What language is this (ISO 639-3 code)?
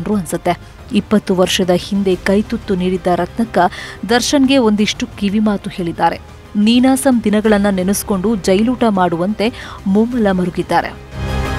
kan